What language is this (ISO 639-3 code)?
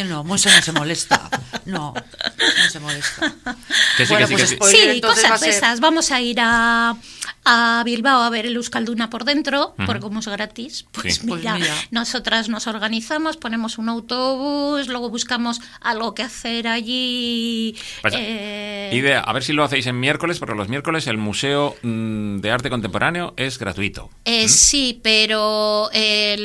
spa